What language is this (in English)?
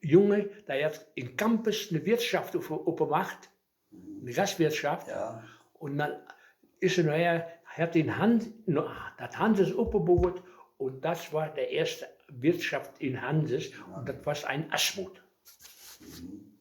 Westphalien